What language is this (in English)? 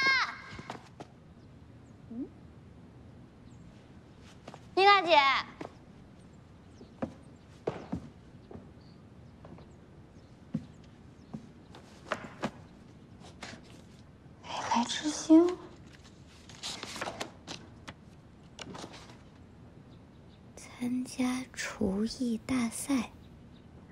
Chinese